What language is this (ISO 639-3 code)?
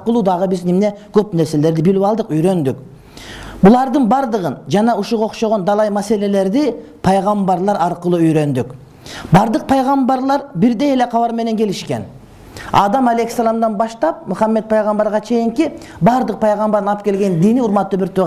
kir